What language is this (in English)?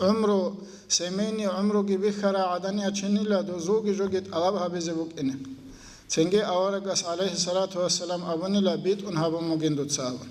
Avaric